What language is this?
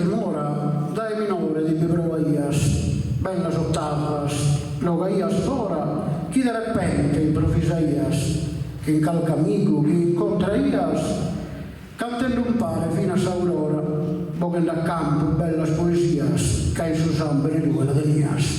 Sardinian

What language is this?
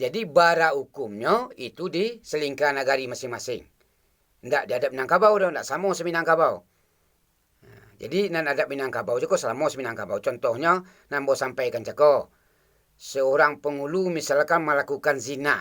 Minangkabau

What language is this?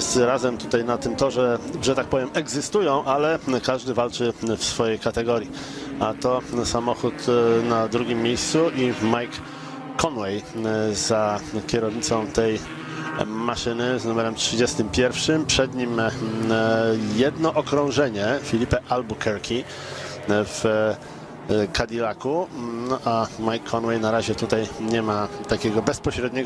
Polish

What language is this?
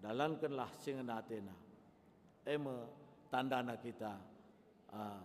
Batak Karo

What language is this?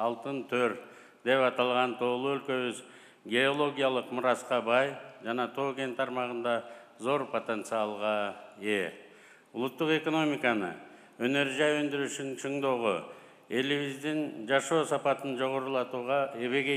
Kyrgyz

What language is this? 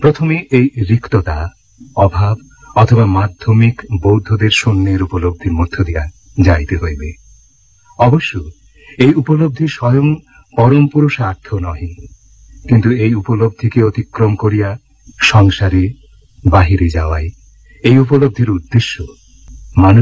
Bangla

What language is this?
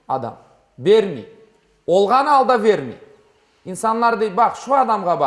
Crimean Tatar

